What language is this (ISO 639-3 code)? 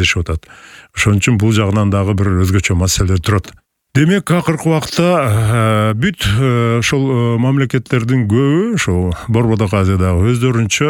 kir